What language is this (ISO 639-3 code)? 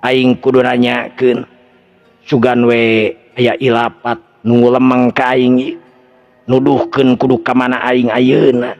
sun